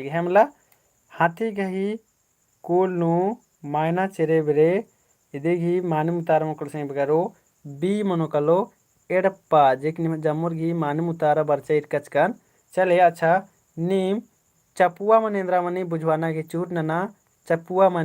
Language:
Kurukh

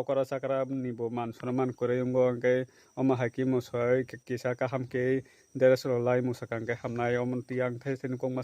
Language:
Kok Borok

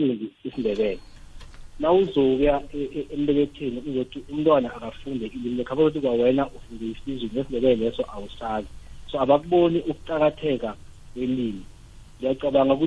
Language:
South Ndebele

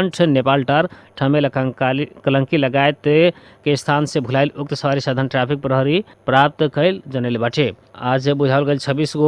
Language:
Bhojpuri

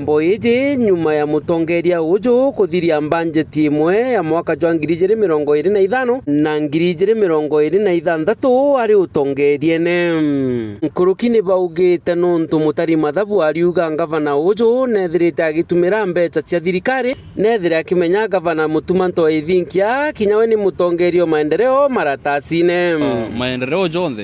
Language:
Meru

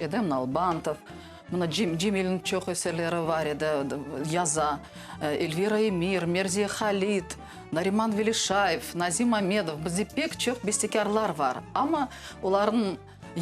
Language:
Crimean Tatar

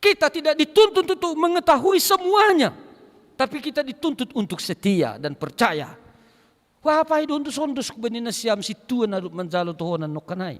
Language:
Batak Simalungun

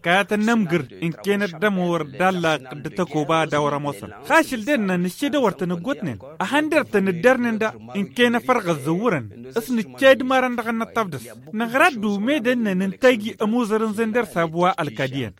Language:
Tamasheq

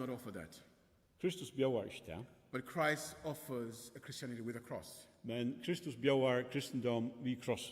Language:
Faroese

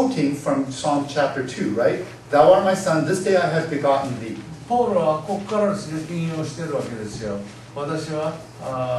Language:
Japanese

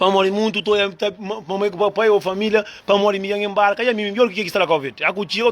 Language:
Kabuverdianu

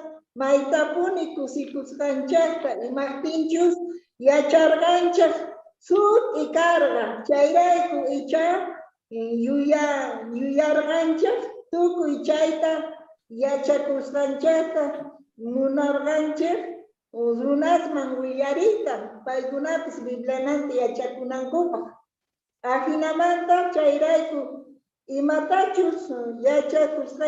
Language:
Quechua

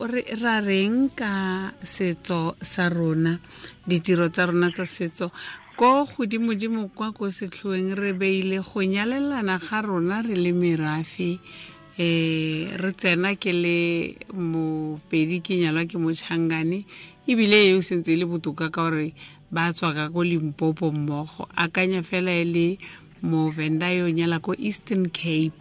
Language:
Tswana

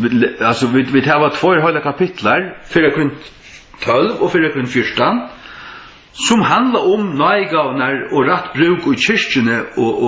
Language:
Faroese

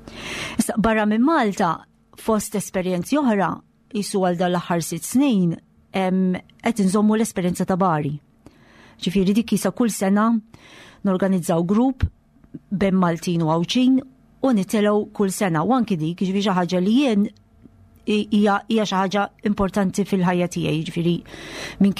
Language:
Maltese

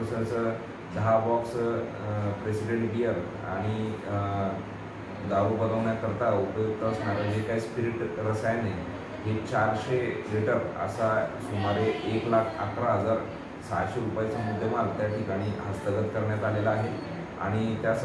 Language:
Marathi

